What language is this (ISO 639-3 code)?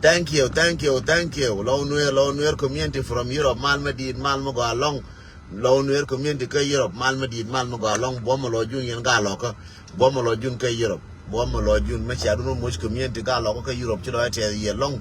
nus